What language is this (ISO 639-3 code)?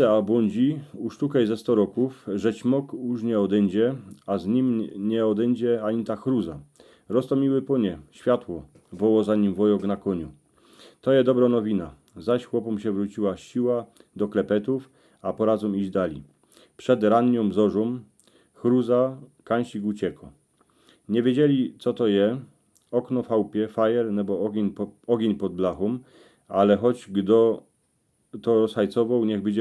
szl